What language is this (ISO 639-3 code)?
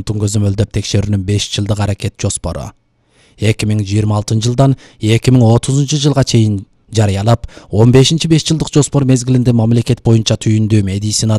kir